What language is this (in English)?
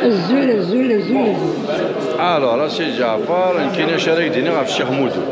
Kabyle